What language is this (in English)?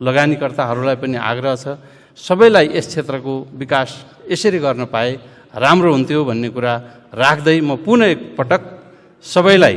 Nepali